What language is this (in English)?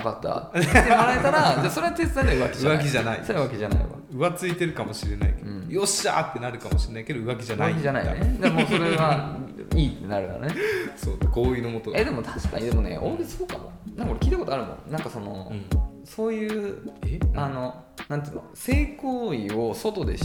Japanese